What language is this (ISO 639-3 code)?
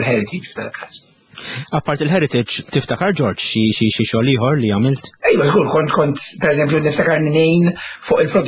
mlt